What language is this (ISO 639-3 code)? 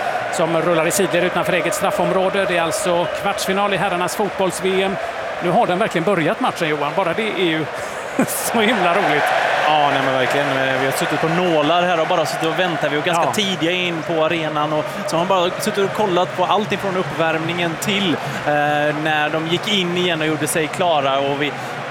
swe